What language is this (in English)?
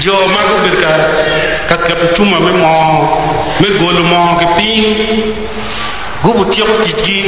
Acoli